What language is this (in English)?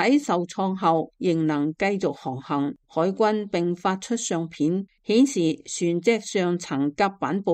Cantonese